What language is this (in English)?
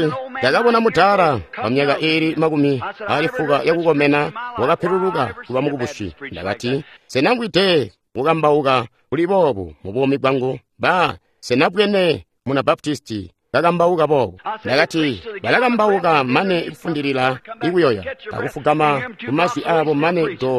Tonga (Zambia)